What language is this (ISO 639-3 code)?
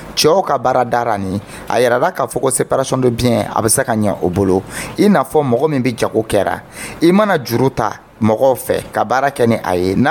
dyu